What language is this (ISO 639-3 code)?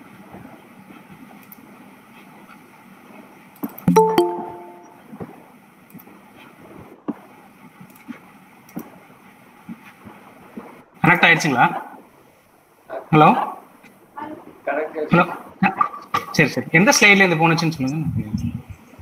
tam